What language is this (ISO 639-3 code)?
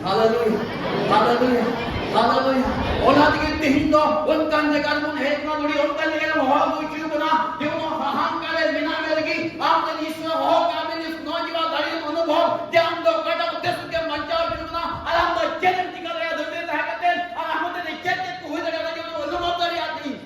sat